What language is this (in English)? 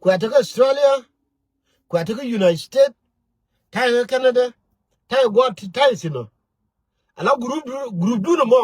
Nuer